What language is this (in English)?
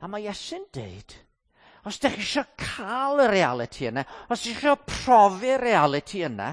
Welsh